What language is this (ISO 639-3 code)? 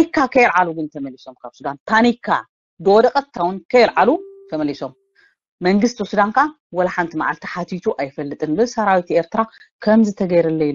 tir